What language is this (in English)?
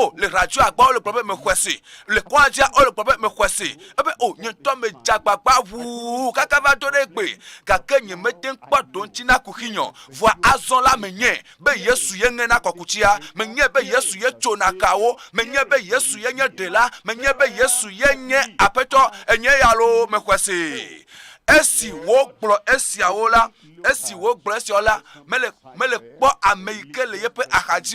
Ewe